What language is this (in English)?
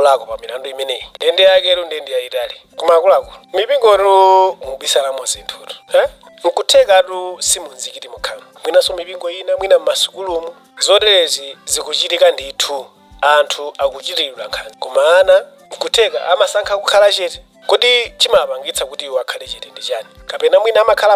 Nyanja